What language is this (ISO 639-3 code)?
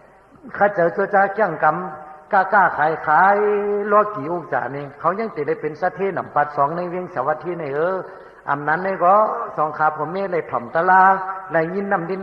shn